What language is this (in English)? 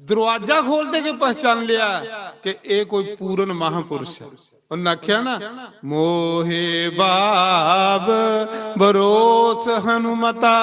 Dogri